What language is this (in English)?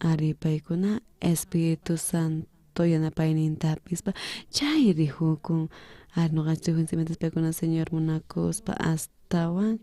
South Bolivian Quechua